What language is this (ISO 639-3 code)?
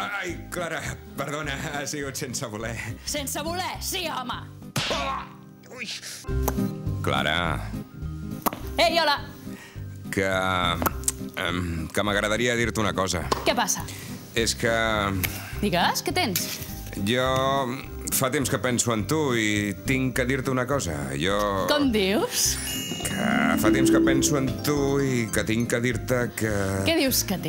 cat